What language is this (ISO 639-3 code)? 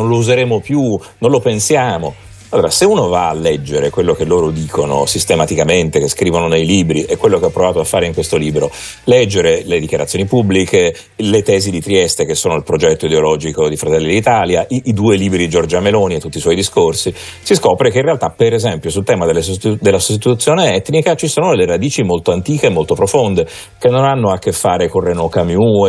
ita